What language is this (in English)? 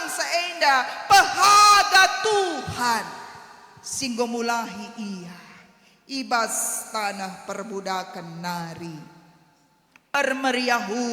Batak Karo